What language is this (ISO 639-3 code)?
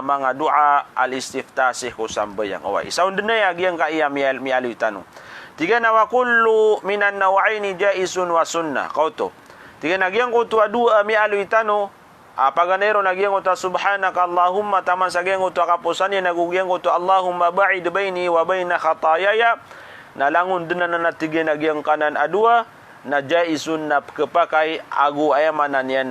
mrw